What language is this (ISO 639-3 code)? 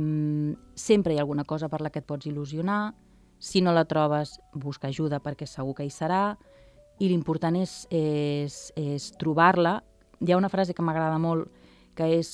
cat